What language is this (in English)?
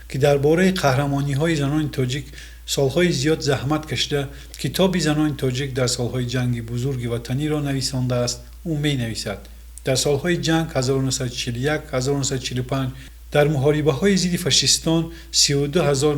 Tajik